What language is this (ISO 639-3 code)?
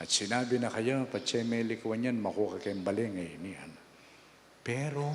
pam